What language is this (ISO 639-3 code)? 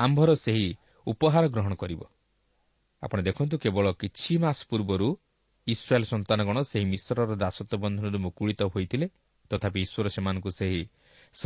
ori